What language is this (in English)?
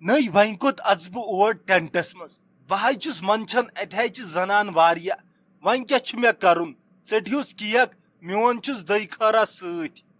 Kashmiri